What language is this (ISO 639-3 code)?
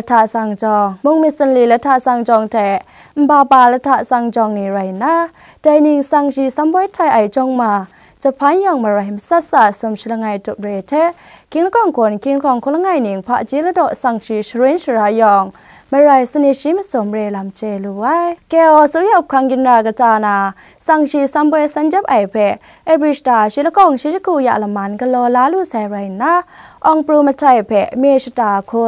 kac